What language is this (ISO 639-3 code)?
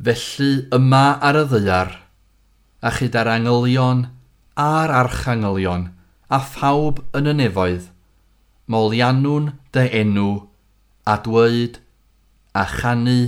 cym